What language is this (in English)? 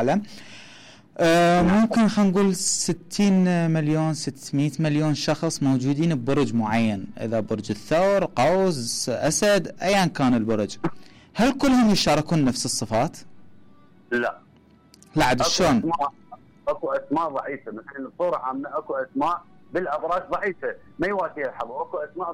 Mesopotamian Arabic